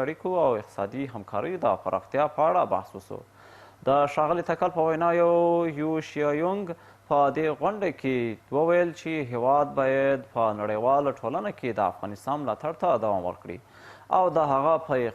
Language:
Pashto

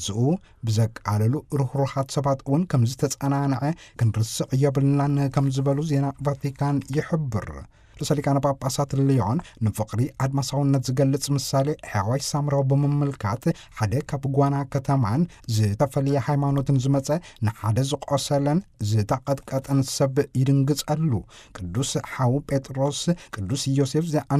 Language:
Tigrinya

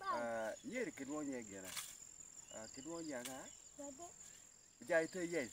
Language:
Acoli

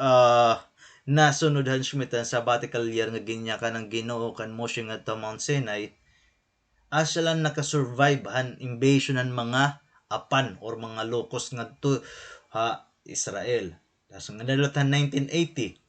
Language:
Waray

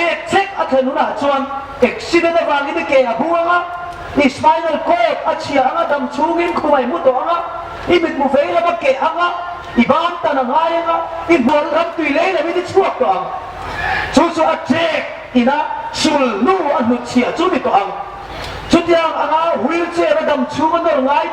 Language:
Hmar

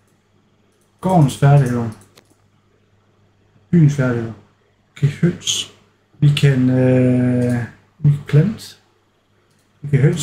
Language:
Danish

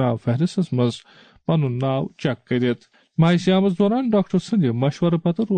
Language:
Kashmiri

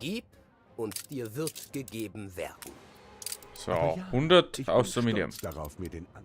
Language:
Bavarian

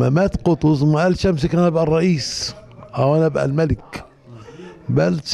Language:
Egyptian Arabic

